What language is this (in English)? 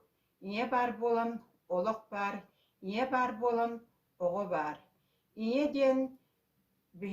Yakut